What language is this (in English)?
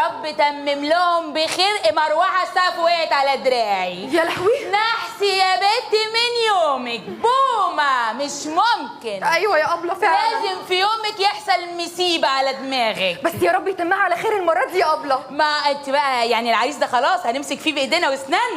Egyptian Arabic